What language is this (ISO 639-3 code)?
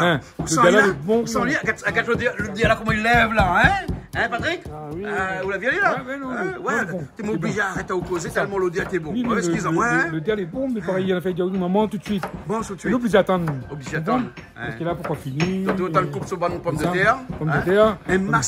rcf